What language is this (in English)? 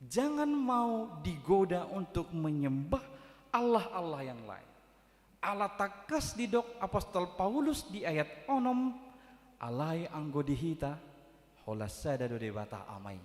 Batak Toba